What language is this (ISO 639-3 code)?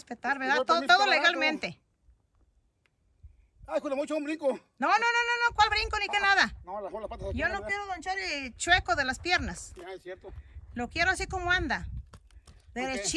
spa